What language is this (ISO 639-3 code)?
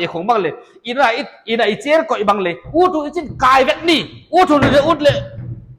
pck